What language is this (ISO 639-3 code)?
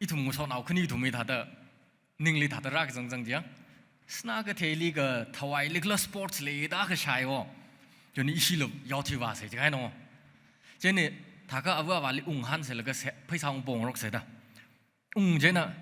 nmf